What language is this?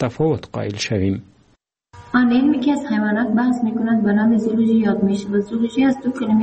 Persian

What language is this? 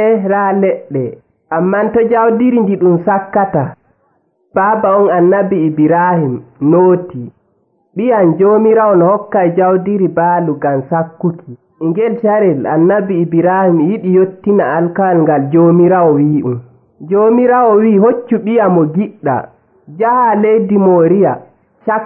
Nigerian Fulfulde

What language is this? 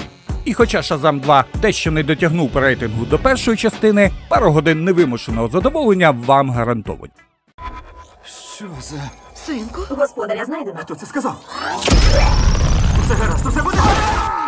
Ukrainian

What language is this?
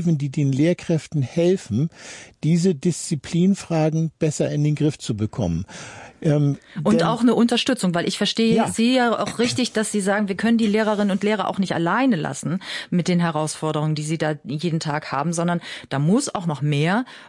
German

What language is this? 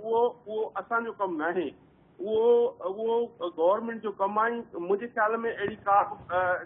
Sindhi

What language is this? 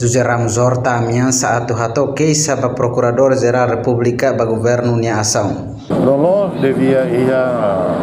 Tetum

